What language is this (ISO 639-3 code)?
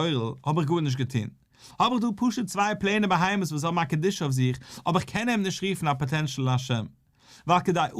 yid